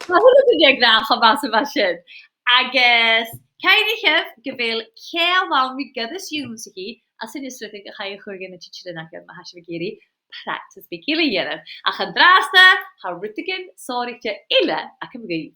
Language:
Scottish Gaelic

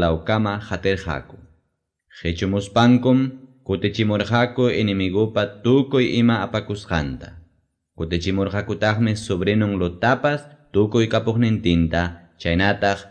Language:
Ayacucho Quechua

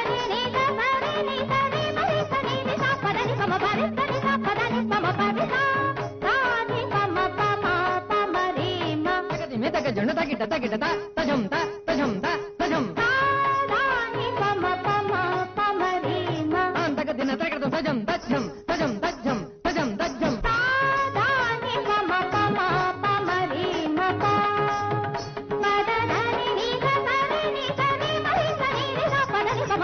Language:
Telugu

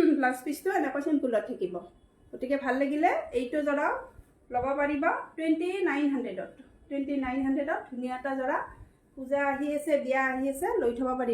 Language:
Assamese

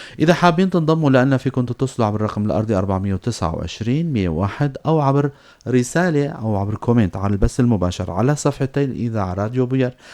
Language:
North Levantine Arabic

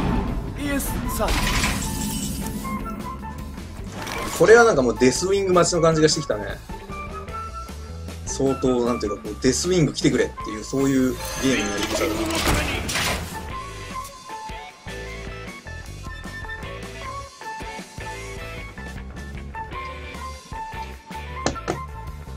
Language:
Japanese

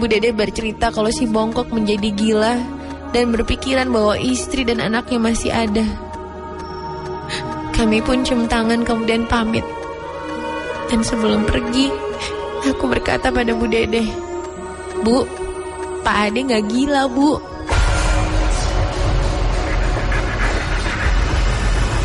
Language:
Indonesian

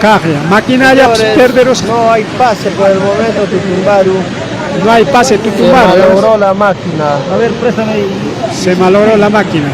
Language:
Ayacucho Quechua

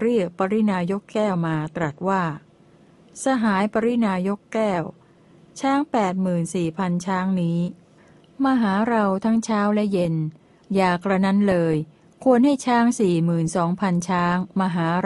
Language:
Thai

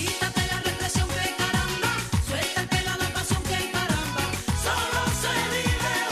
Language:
Spanish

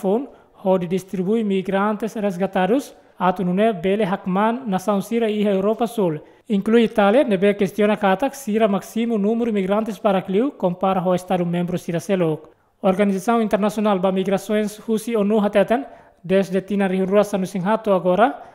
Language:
Tetum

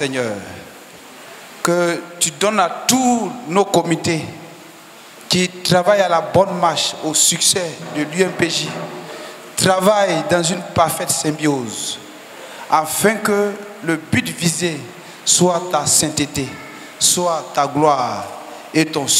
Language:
French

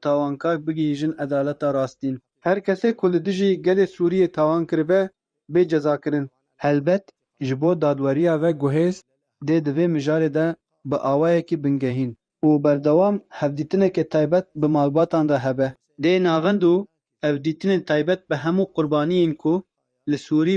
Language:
Kurdish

